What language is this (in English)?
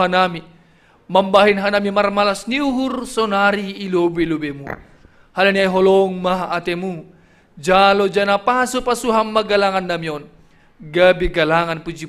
Batak Simalungun